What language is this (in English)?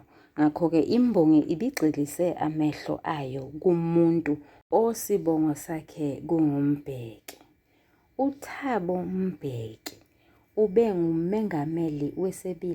Zulu